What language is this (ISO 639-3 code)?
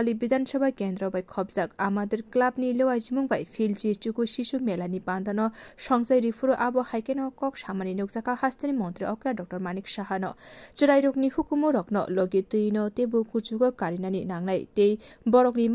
trp